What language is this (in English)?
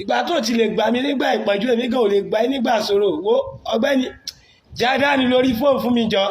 Yoruba